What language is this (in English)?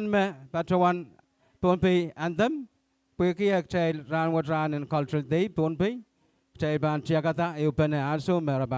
Pohnpeian